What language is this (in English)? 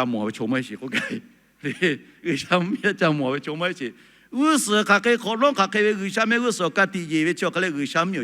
Lahu